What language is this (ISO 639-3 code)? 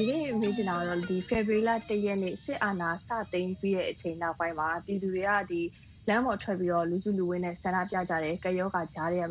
mya